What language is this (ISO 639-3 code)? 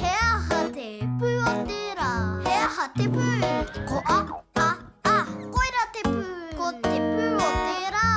mri